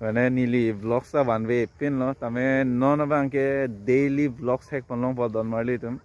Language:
Karbi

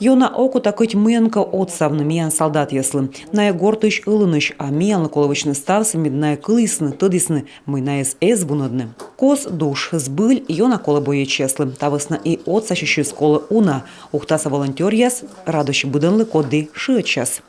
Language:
Komi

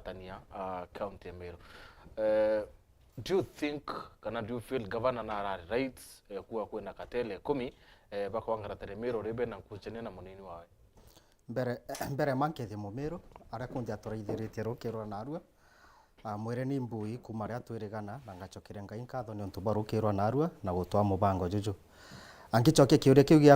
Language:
Meru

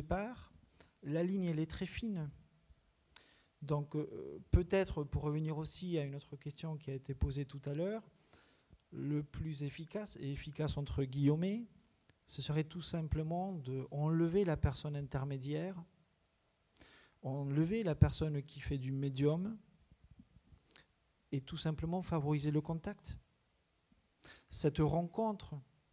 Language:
French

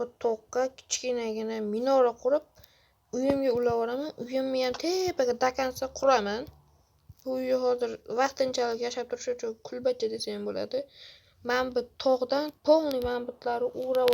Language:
Uzbek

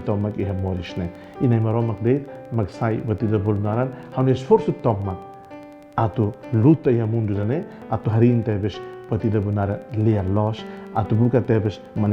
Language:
Tetum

